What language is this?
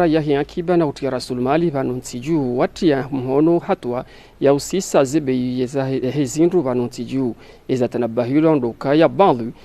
Ngazidja Comorian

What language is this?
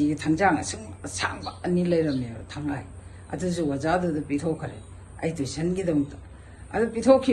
Manipuri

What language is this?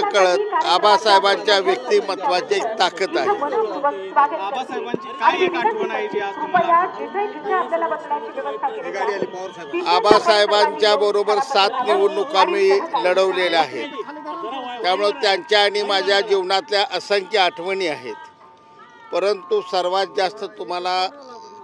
Marathi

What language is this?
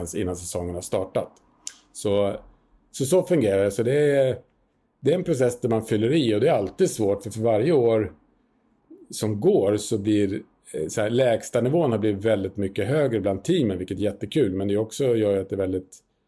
Swedish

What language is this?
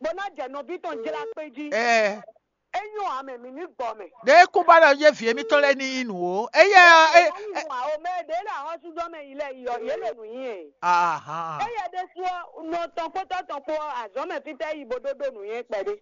Fon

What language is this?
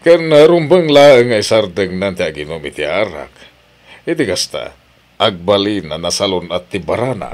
Iloko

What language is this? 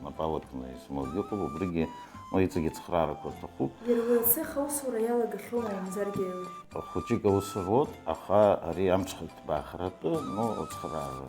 Abkhazian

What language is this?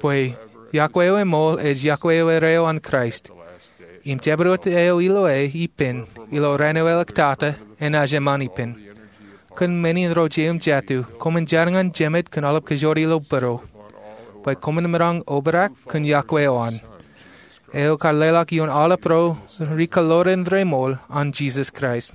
Marshallese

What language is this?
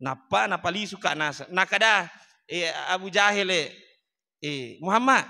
Buginese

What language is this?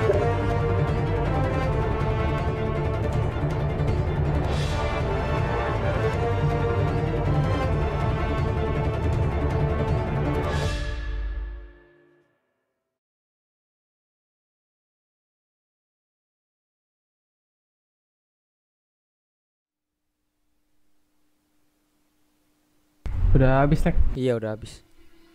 Indonesian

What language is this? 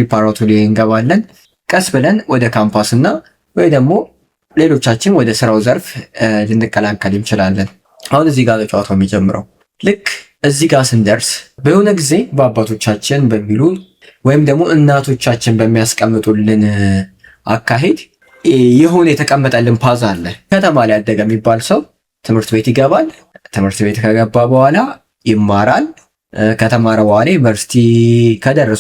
Amharic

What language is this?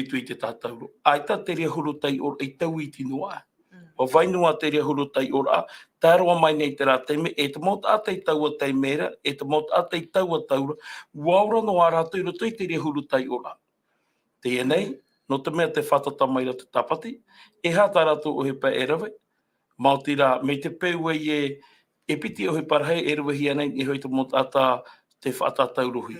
Tahitian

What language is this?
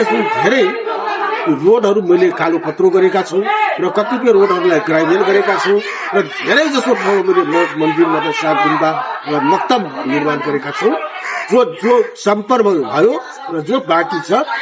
Nepali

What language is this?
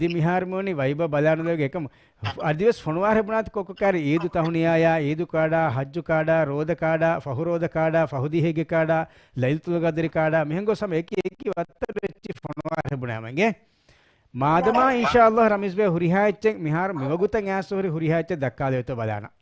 Divehi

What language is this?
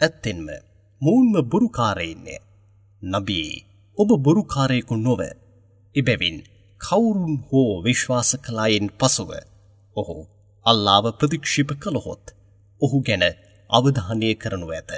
Sinhala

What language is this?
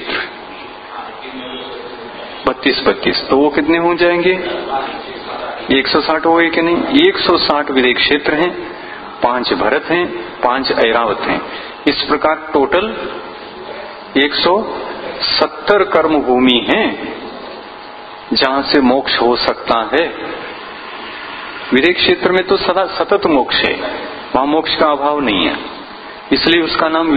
Hindi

